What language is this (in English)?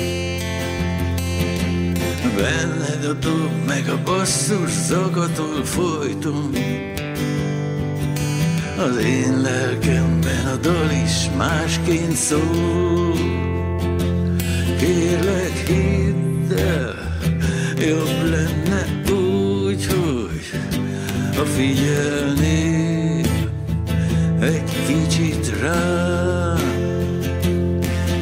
Hungarian